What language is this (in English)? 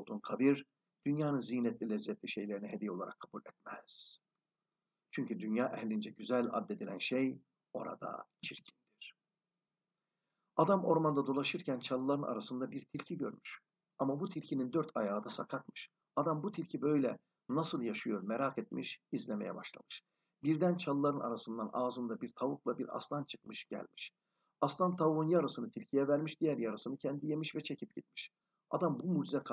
Turkish